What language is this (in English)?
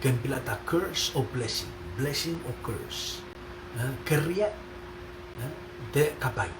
Pohnpeian